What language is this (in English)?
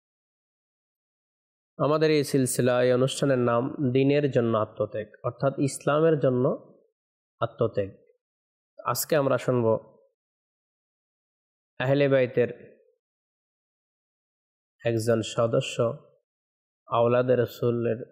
Bangla